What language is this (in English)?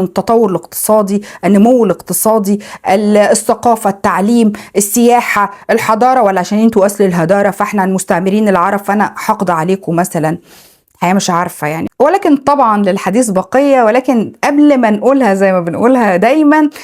Egyptian Arabic